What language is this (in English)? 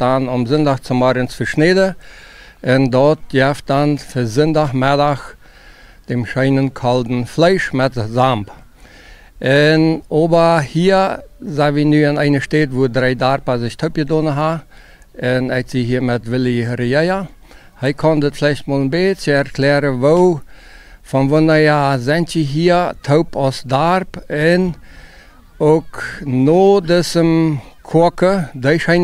Plautdietsch